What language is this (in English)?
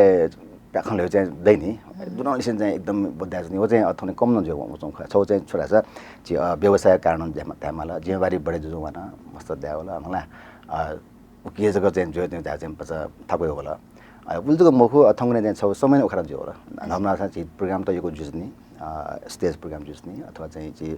Newari